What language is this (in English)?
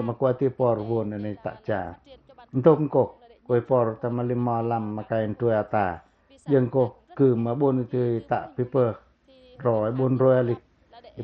Pacoh